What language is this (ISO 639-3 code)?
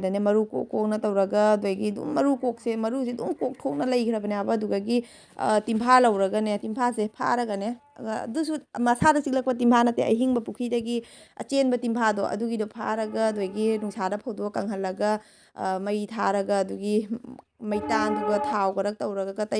mni